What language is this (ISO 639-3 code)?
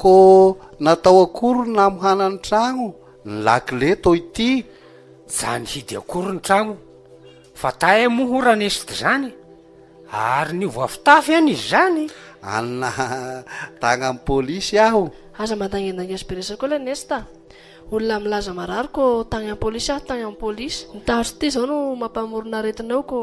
mlg